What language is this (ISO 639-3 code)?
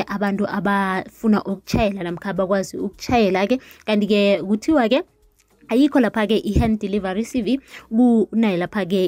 nbl